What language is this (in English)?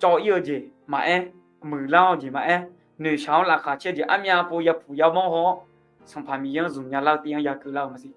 Akha